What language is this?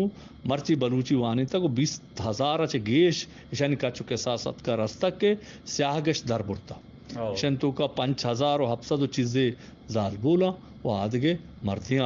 Eastern Balochi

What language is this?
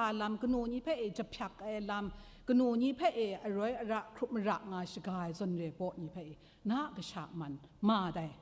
Kachin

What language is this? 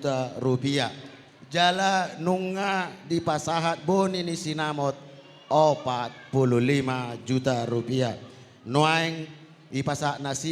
Batak Toba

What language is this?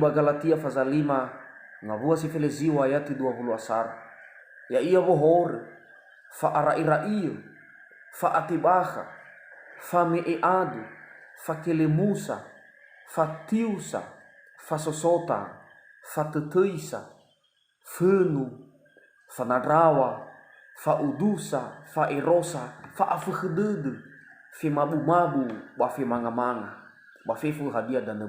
Nias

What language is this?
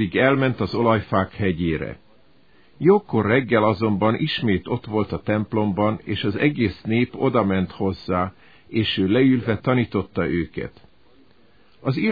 Hungarian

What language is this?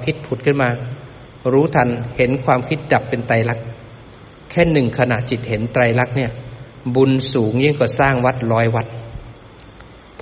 Thai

